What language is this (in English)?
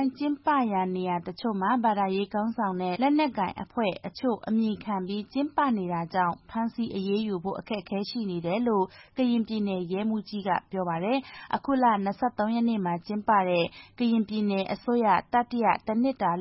Burmese